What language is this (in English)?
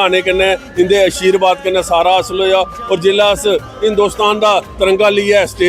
Dogri